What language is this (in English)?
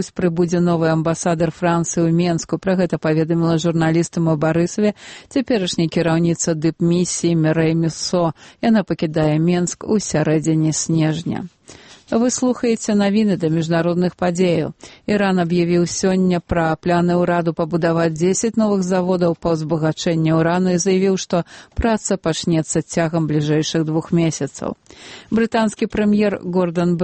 Belarusian